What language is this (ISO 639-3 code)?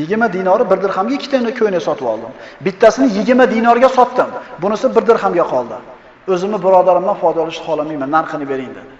uzb